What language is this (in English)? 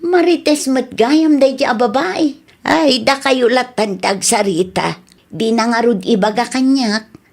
Iloko